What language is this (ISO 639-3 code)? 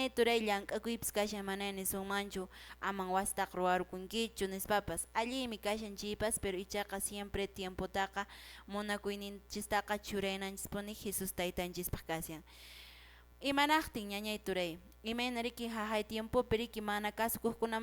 que